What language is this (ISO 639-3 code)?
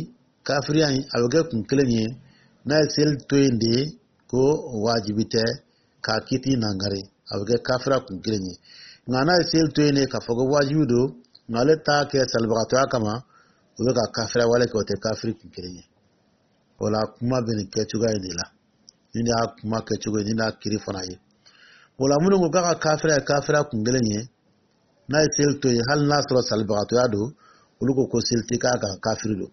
dyu